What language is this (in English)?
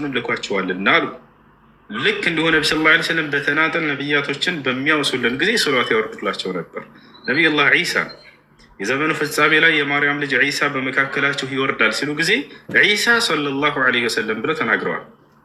Amharic